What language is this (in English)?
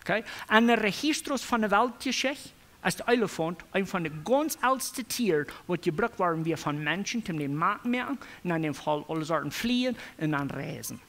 Plautdietsch